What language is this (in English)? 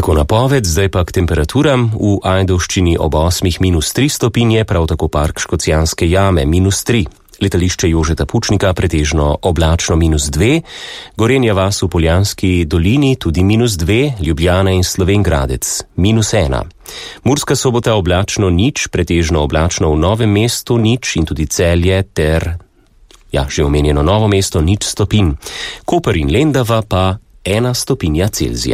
Slovenian